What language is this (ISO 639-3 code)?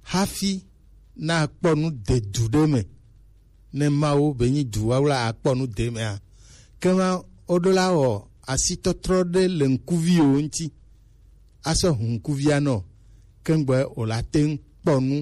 gej